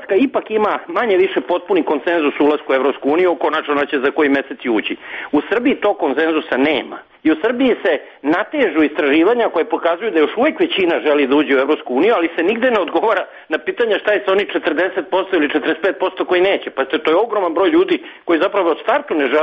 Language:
Serbian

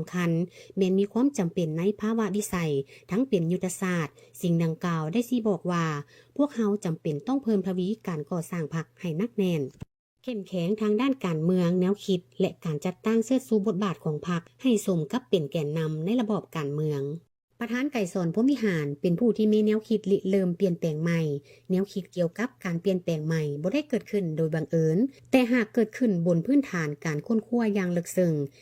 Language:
Lao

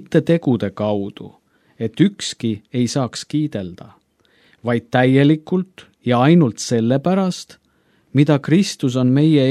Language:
Estonian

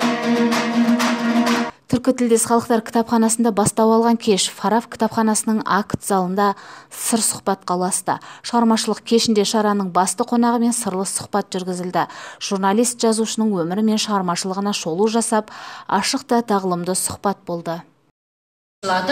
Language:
Kazakh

